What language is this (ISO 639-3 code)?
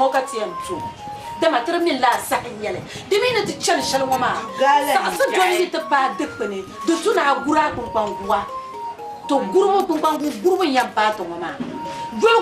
dag